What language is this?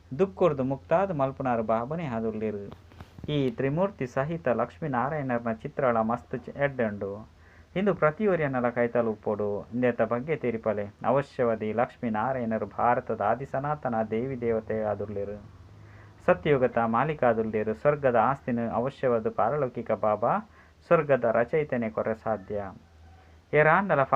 Tulu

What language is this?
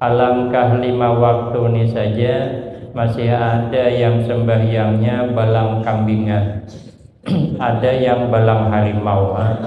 Banjar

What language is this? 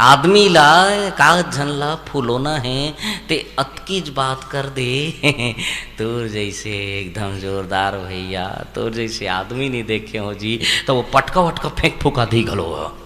Chhattisgarhi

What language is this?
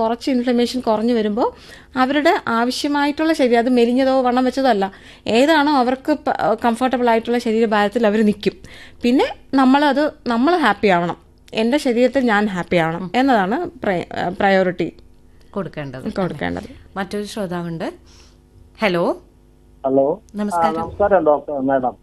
Malayalam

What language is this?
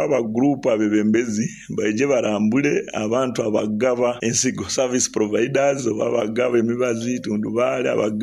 Nyoro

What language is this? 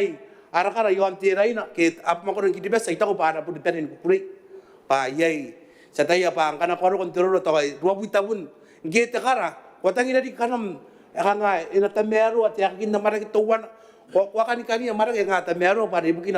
Gilbertese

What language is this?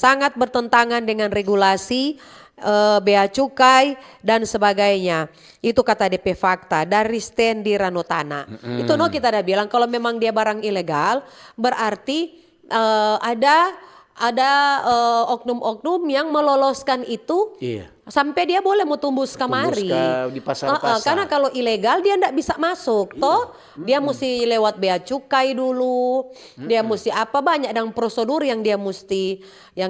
Manado Malay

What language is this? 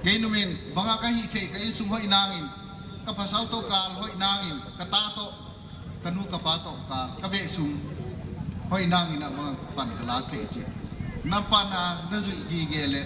Paite Chin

